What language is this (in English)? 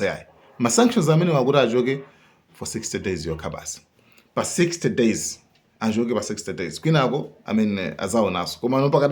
Nyanja